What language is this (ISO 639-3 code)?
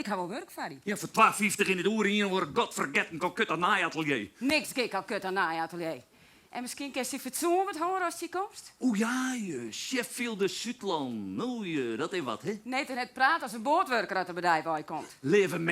fry